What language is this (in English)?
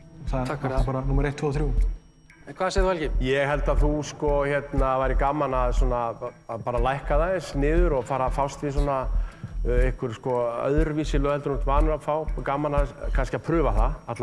Icelandic